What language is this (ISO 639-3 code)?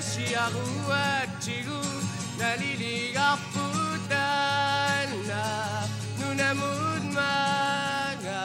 kal